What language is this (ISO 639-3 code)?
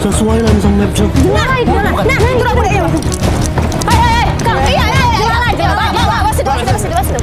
mui